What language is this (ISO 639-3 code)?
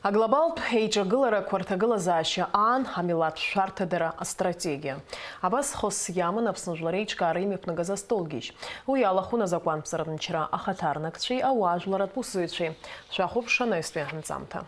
abk